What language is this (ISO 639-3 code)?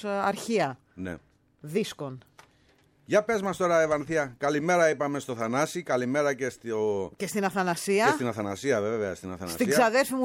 ell